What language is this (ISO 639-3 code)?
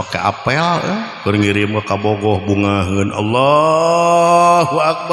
sun